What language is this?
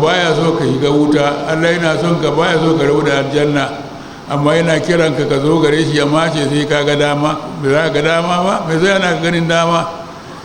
Hausa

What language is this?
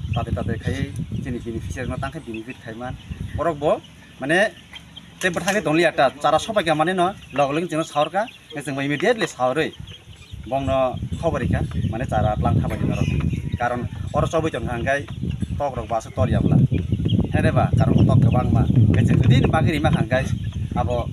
Kok Borok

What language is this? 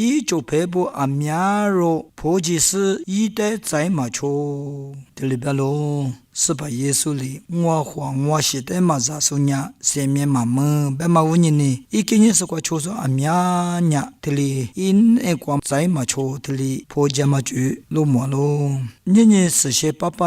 Lisu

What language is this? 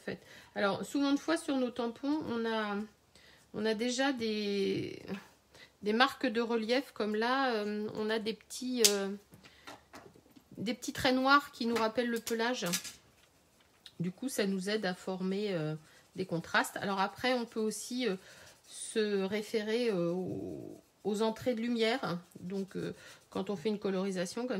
French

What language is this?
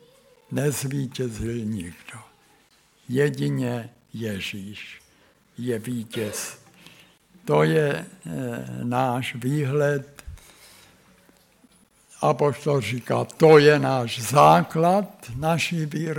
Czech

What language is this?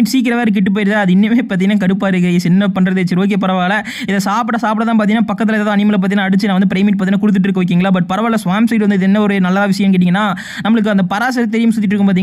Tamil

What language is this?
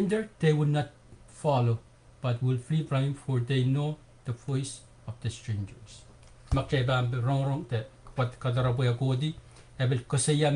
Pohnpeian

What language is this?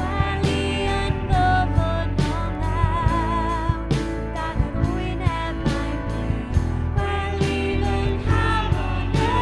Welsh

